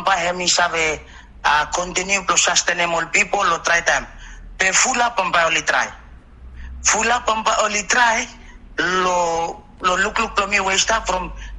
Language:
Bislama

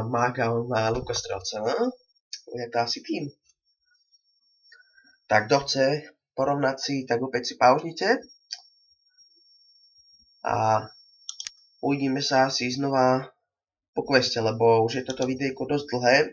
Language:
Slovak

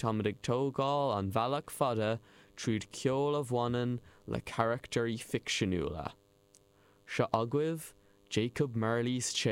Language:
Irish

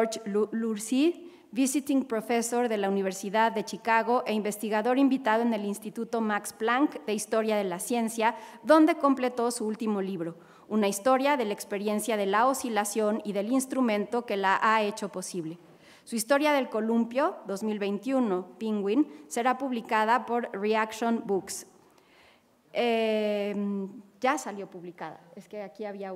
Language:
Spanish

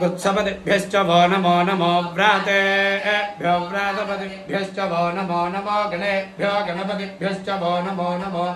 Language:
Sanskrit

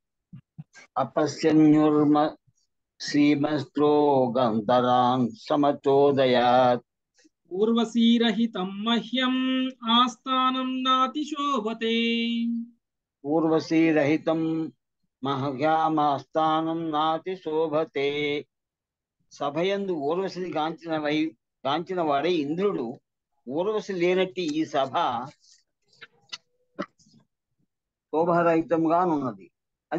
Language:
Telugu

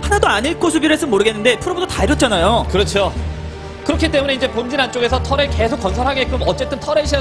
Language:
Korean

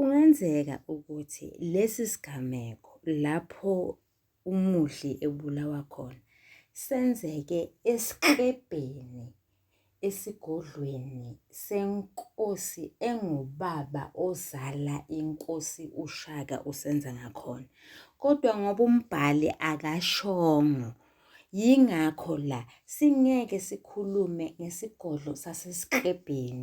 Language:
Zulu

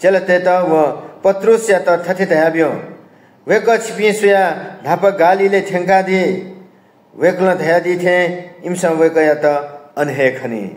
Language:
Newari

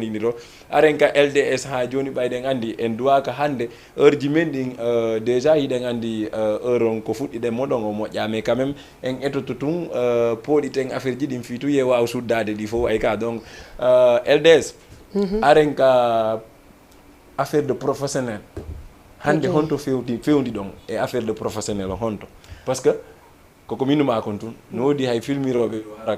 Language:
Fula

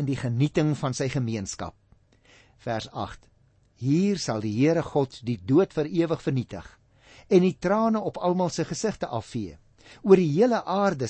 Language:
Afrikaans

